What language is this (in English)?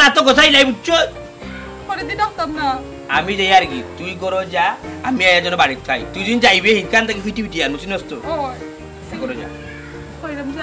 Sylheti